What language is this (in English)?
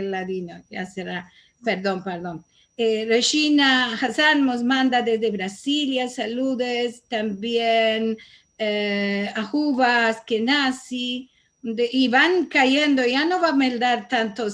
Ladino